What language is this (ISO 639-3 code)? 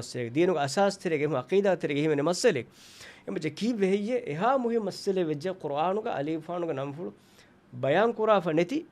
div